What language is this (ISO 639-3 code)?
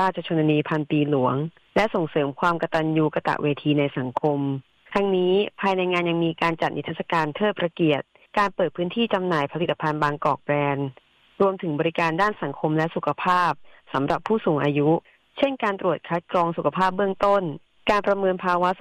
tha